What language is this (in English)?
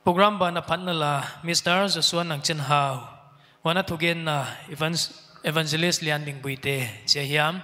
Paite Chin